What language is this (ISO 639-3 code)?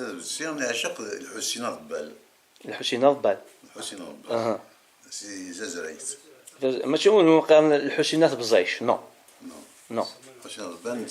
kab